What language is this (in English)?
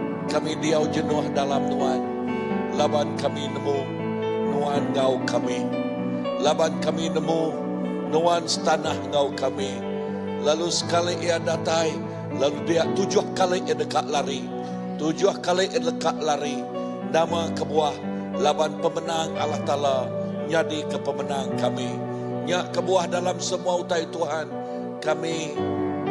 Iban